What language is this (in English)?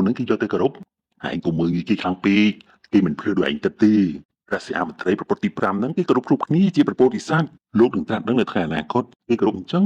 Khmer